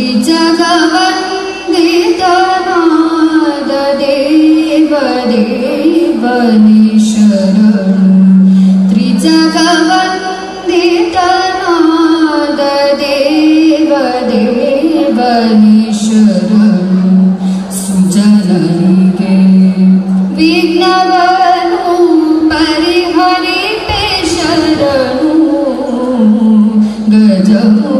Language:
Kannada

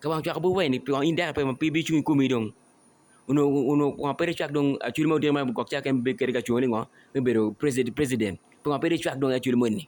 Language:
Acoli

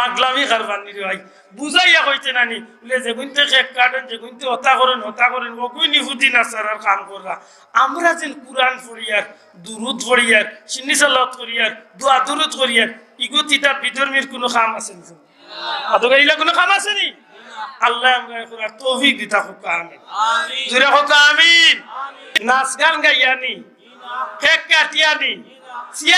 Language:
Sylheti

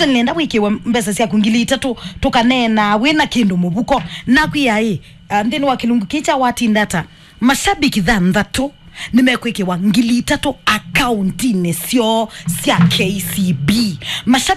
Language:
Kamba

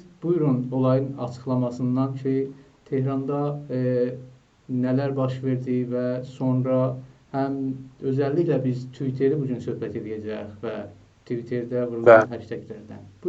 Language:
South Azerbaijani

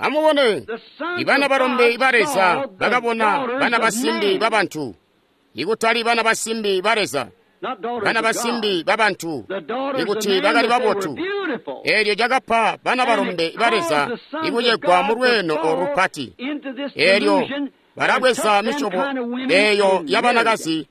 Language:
Tonga (Zambia)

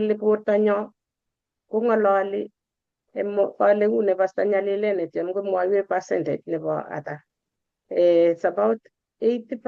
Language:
Kalenjin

